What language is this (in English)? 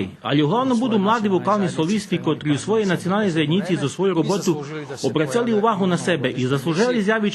Rusyn